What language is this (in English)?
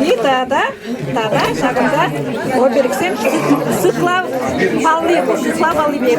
Chuvash